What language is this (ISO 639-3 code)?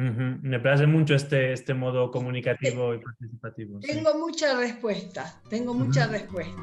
lad